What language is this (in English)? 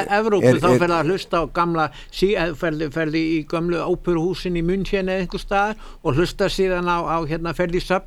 Icelandic